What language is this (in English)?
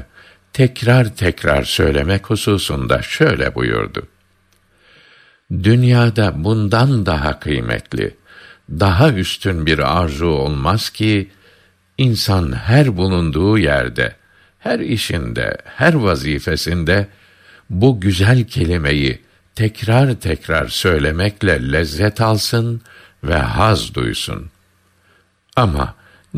Turkish